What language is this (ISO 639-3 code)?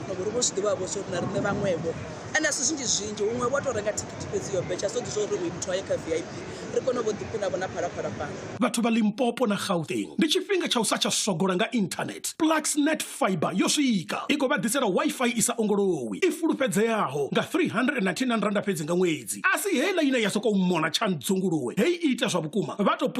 ven